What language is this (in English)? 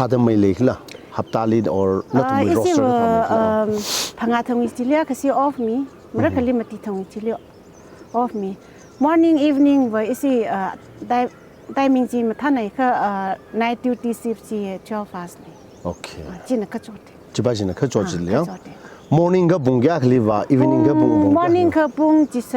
Tangkhul Naga (India)